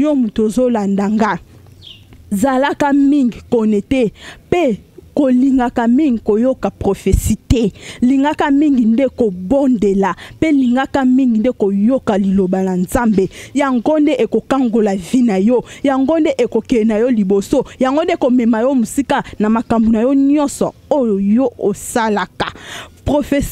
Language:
Lingala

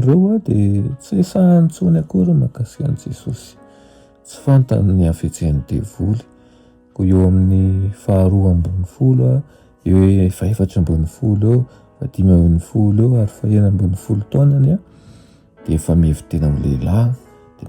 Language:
Malagasy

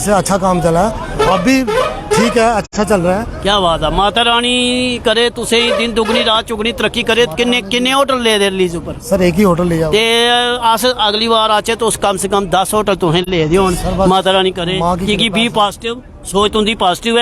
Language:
Dogri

